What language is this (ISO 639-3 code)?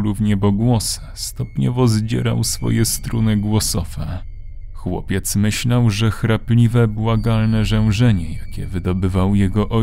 pol